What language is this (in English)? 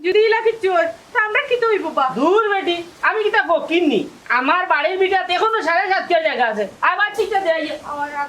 Sylheti